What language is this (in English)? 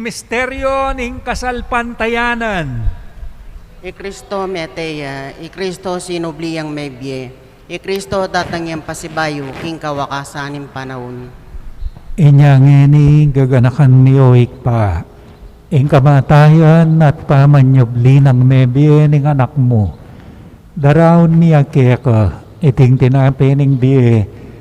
Pampanga